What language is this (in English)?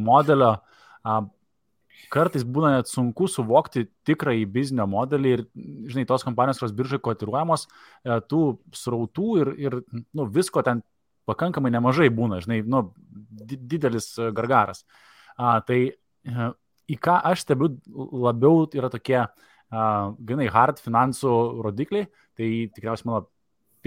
Lithuanian